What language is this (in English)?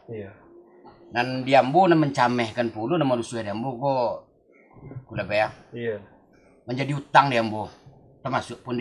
Minangkabau